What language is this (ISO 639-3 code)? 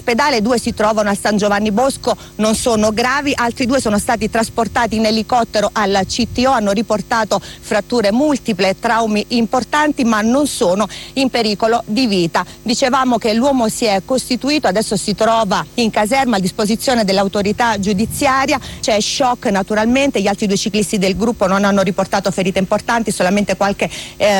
ita